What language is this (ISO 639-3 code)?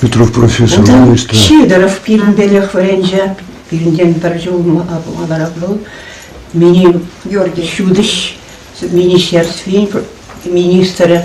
chv